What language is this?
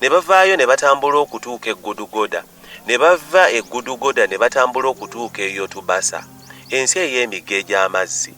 Ganda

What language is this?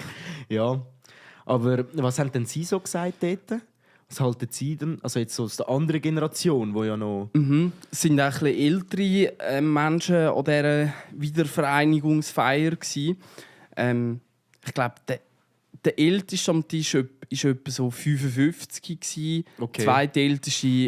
Swiss German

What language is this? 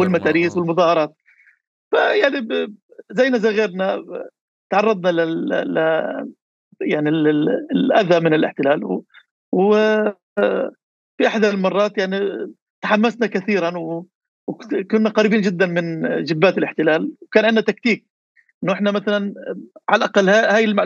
North Levantine Arabic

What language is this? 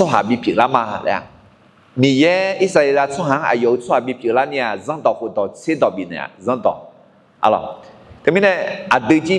Akha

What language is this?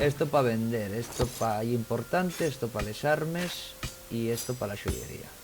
Asturian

